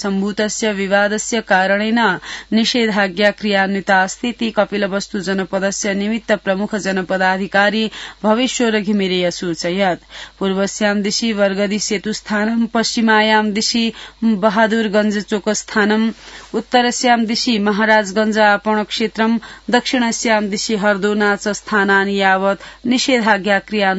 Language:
Sanskrit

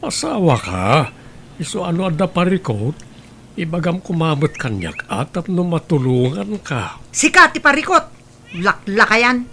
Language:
Iloko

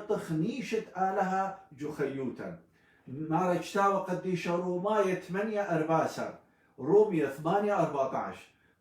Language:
Assyrian Neo-Aramaic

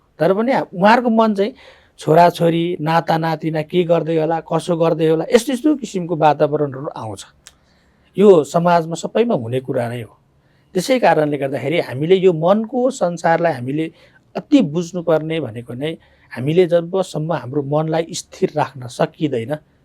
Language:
Nepali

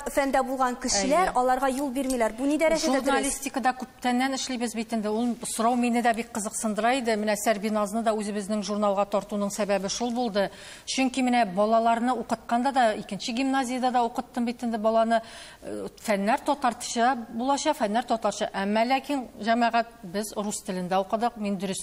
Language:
Tatar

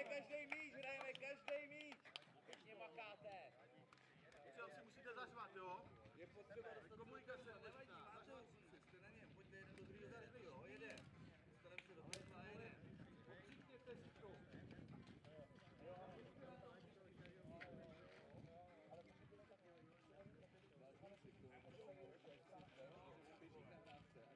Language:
Czech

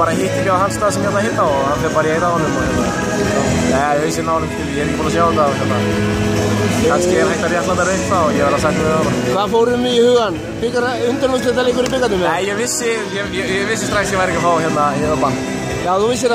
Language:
Icelandic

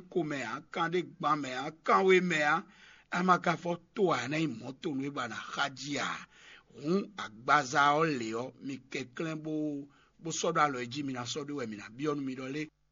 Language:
Fon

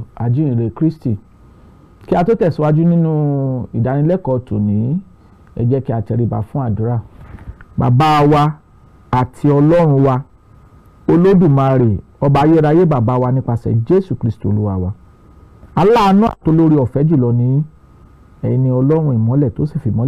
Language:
Yoruba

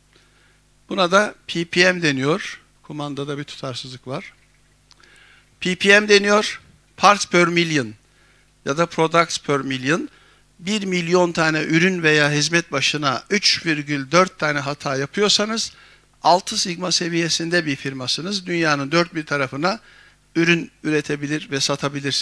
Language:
Turkish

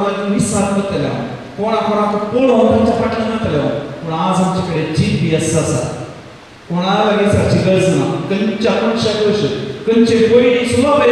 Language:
Konkani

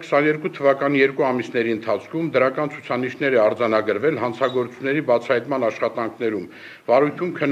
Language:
Armenian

